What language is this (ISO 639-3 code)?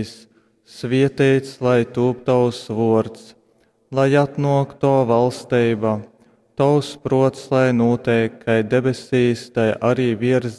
ltg